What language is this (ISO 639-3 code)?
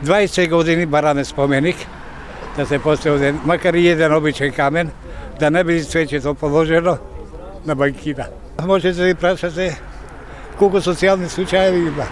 mkd